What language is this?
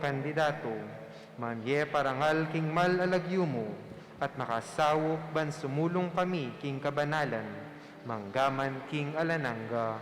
Pampanga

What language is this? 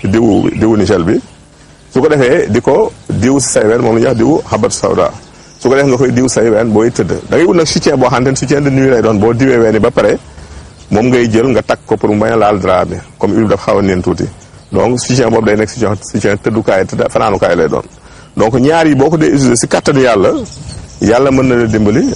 Wolof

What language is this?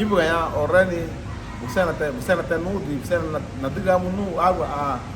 Garifuna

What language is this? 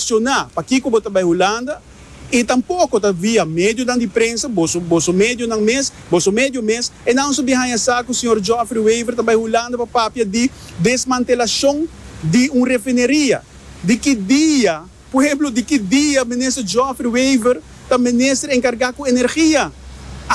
Papiamento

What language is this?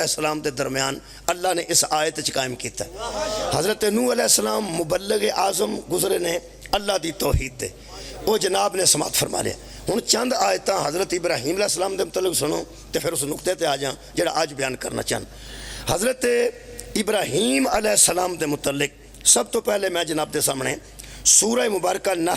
Pahari-Potwari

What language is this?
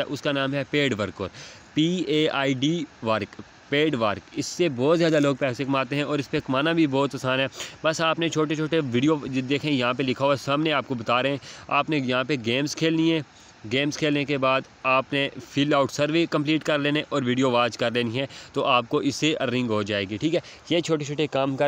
Hindi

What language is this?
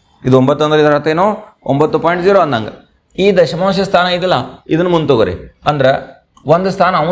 Kannada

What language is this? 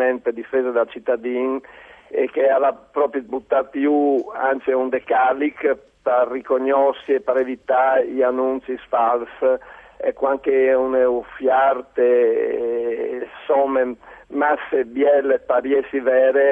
Friulian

